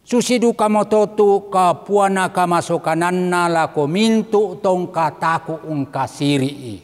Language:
Toraja-Sa'dan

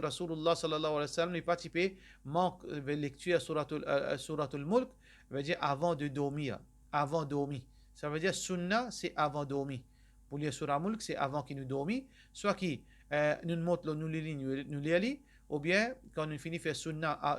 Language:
Morisyen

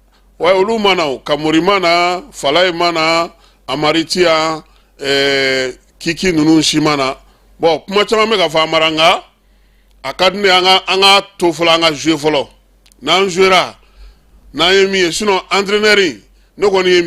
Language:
Bambara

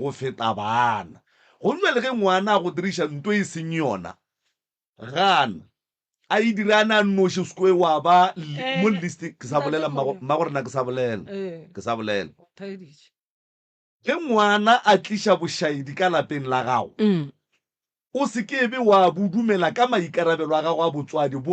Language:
Northern Sotho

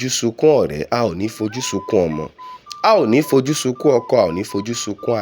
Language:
Yoruba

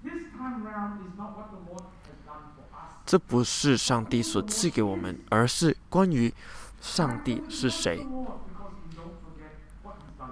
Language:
Chinese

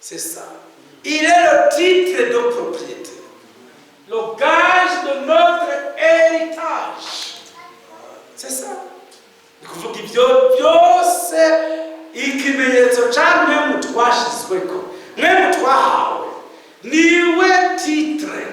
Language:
Rundi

